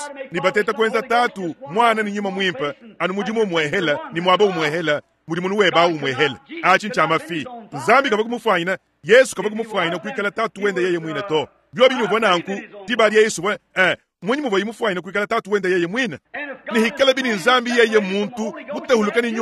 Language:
Luba-Lulua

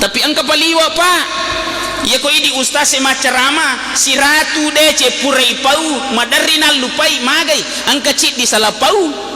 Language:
Buginese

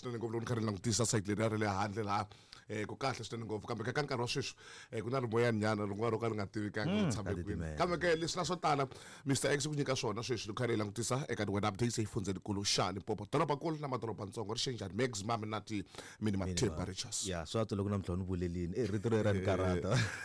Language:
Tsonga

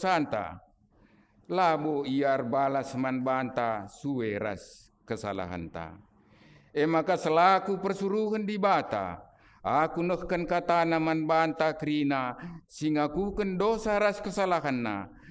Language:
Batak Karo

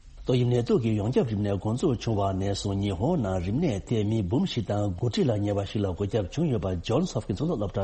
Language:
Tibetan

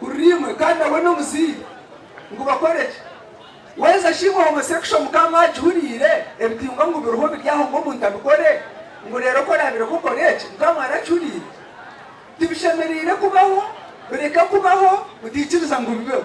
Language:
Nyankole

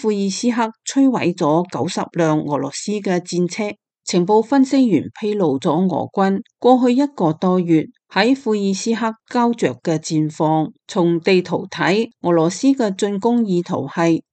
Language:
Cantonese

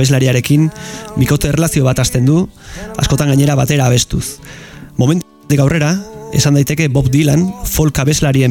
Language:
Basque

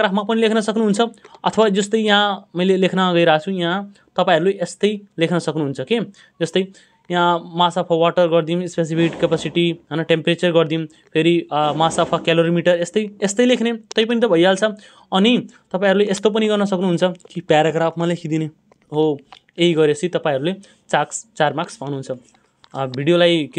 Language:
Nepali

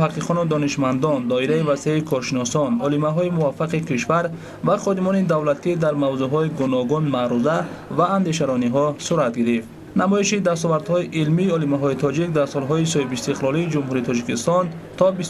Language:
Tajik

